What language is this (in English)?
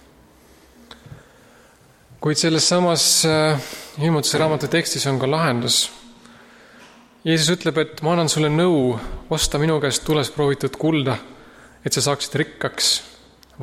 Estonian